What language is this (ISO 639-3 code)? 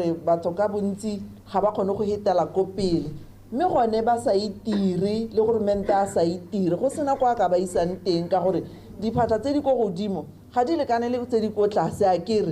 tsn